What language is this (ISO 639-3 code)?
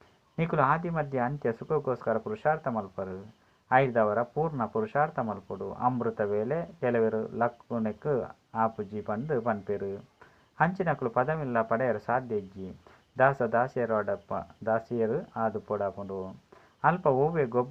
tcy